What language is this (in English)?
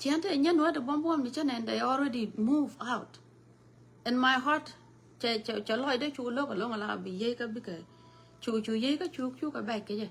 Nuer